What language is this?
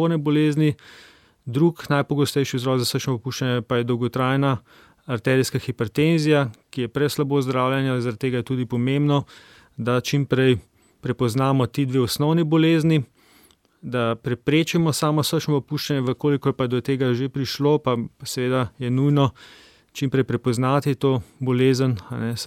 Slovenian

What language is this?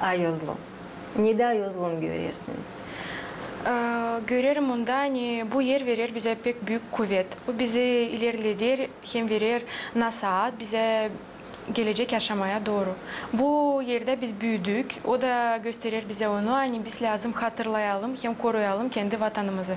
Gagauz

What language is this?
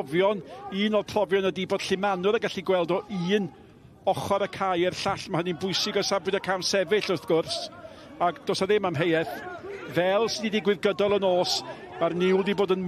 Welsh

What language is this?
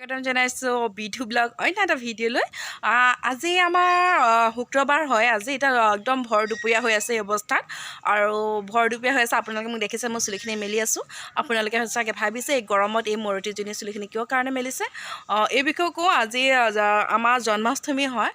Assamese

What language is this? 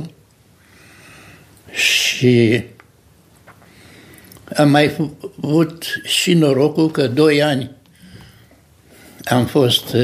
Romanian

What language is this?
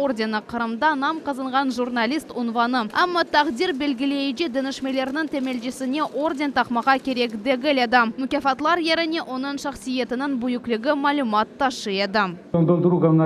Crimean Tatar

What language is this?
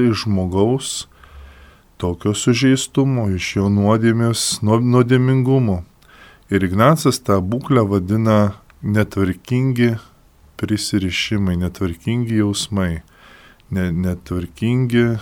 Lithuanian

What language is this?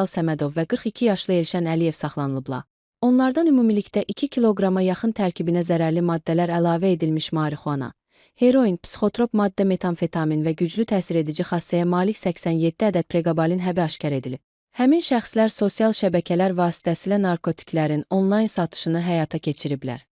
Azerbaijani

